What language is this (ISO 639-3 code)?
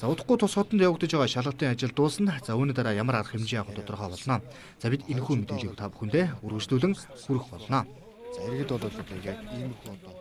mon